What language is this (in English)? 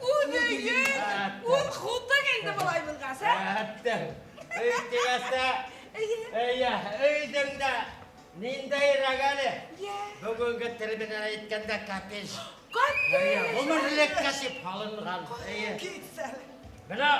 Bashkir